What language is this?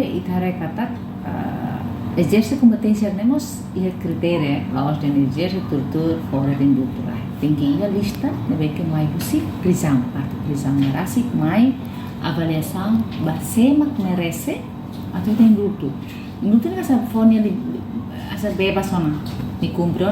Tetum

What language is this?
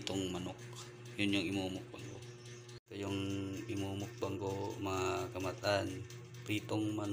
Filipino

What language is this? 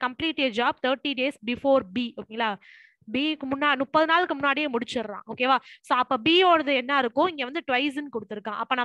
Tamil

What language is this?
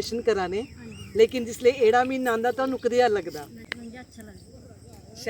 Dogri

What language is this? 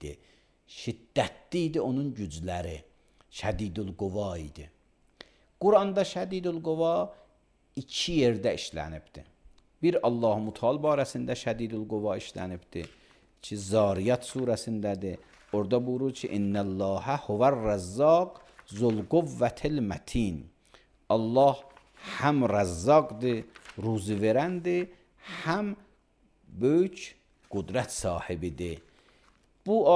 Azerbaijani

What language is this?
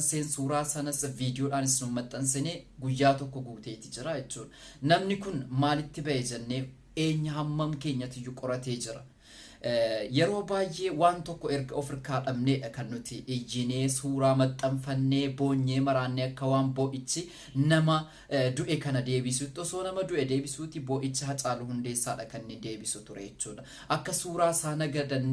Oromo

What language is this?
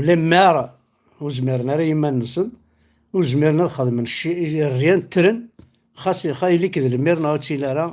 Kabyle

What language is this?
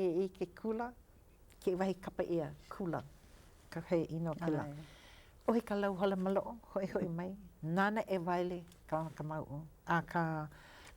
Hawaiian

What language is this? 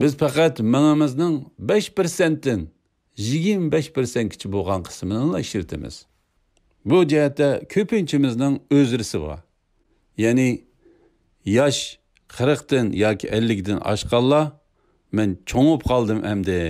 Uyghur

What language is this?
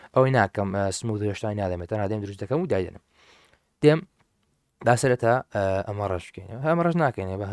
Central Kurdish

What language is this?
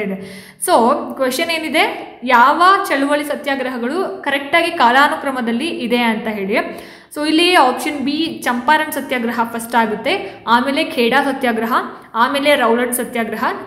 Kannada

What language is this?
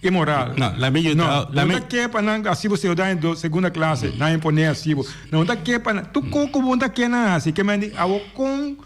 Papiamento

